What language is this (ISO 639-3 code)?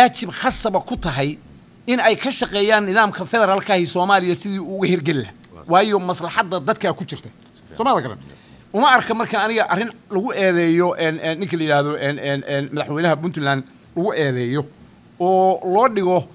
som